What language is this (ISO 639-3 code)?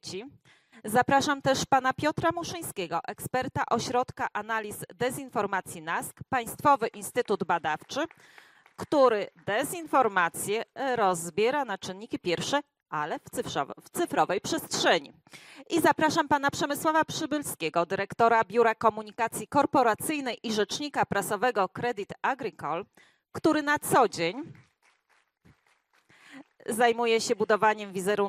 pol